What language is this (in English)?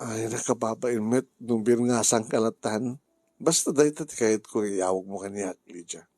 Iloko